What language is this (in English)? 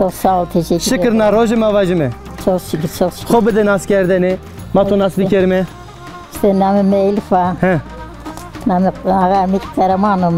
Zaza